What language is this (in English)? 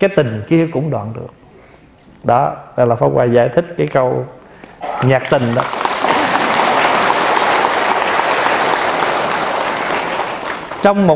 Vietnamese